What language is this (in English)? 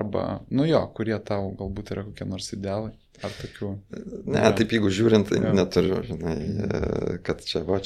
Lithuanian